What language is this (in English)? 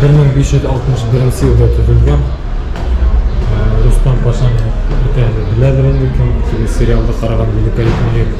Bashkir